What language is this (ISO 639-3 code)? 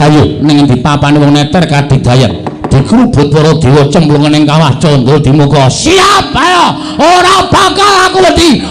jav